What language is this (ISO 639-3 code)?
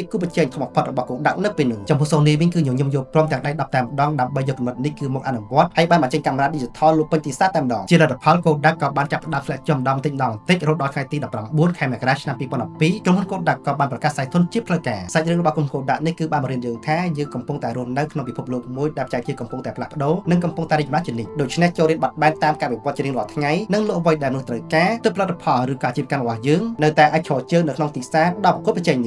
khm